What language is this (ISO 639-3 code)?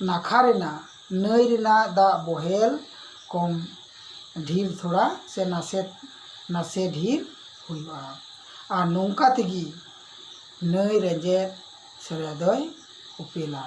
sat